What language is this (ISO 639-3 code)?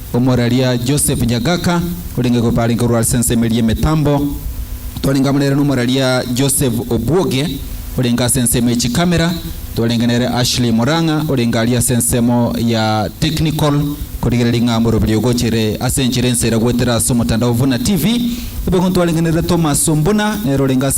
guz